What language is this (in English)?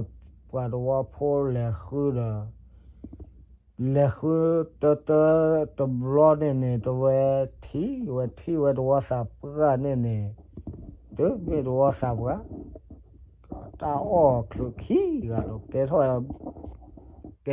S'gaw Karen